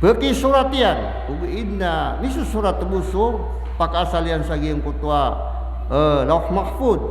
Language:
Maranao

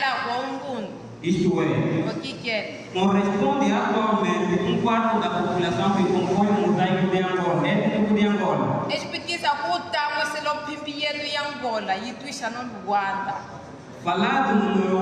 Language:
Kimbundu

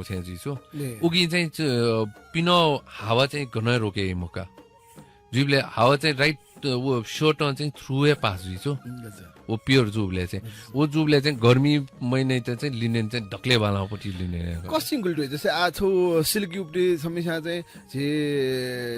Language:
Newari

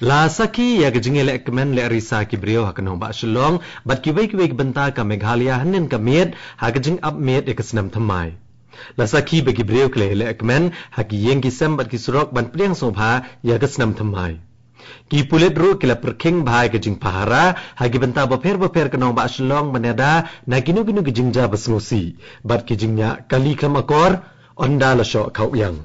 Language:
Khasi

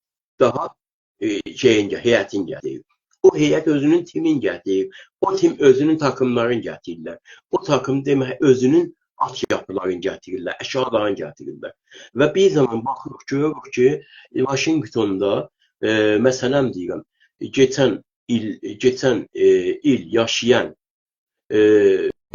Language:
South Azerbaijani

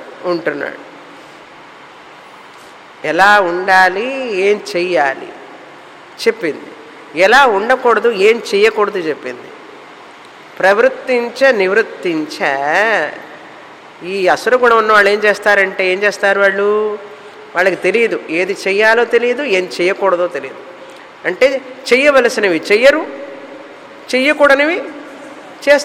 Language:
Telugu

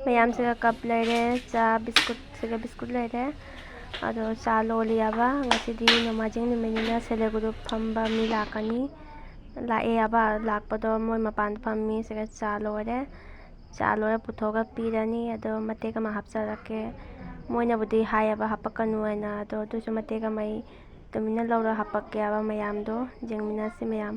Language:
Manipuri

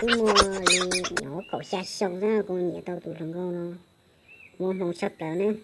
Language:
Hmong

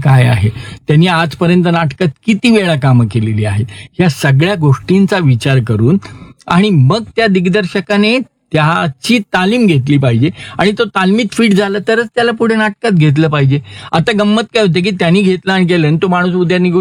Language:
Marathi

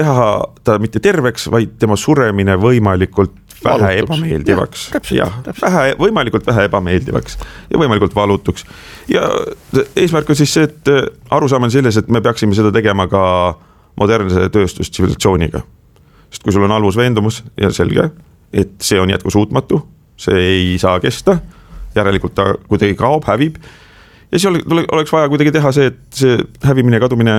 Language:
Estonian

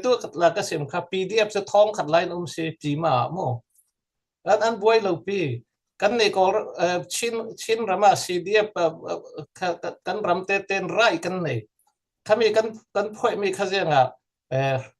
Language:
Falam Chin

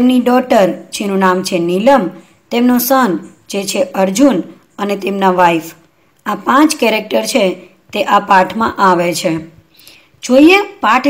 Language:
Gujarati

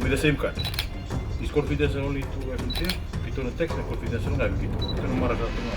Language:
Fijian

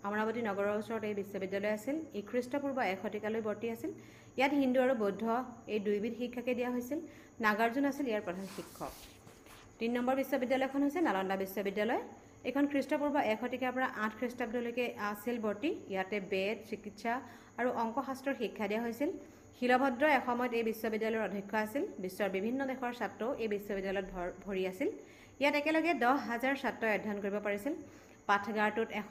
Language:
Assamese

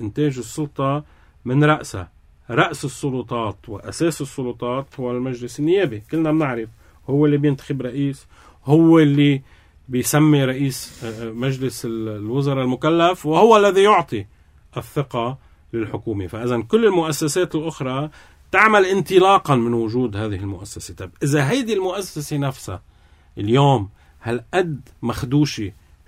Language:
North Levantine Arabic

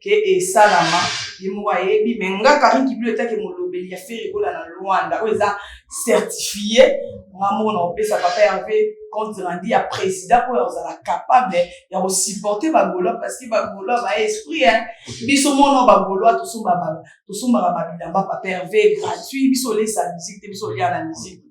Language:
Lingala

